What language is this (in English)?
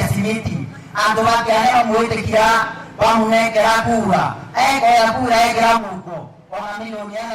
Meru